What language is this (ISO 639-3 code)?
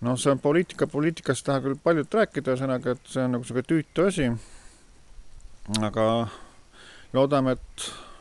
est